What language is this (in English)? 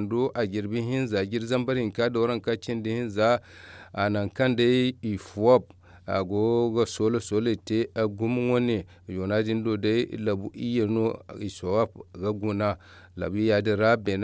Zarma